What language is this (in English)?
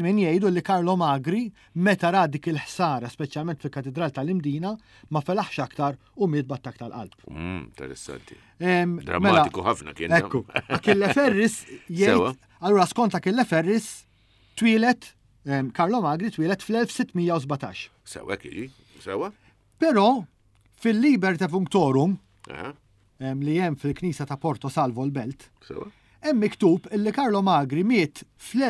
Maltese